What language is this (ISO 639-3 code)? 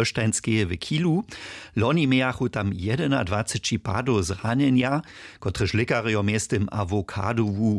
hsb